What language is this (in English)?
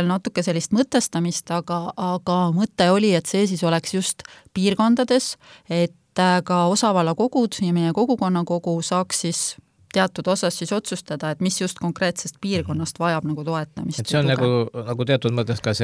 Estonian